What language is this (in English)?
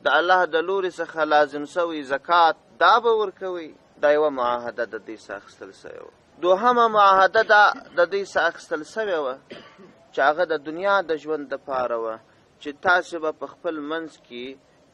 Pashto